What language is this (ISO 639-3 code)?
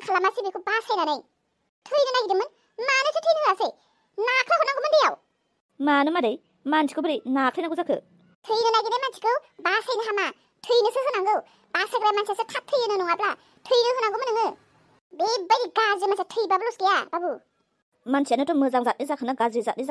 brx